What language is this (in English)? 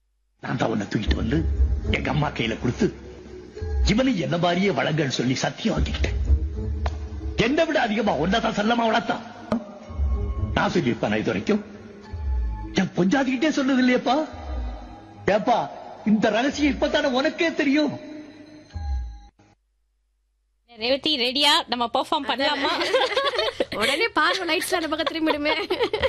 Tamil